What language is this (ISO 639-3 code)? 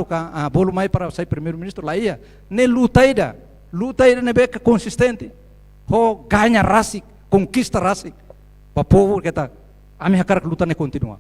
tet